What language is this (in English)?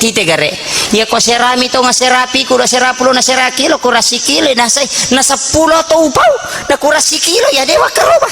Buginese